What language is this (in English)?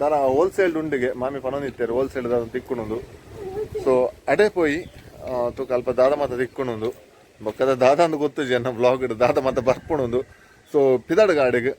Tulu